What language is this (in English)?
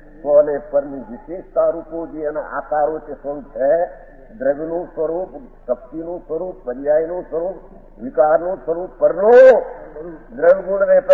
Gujarati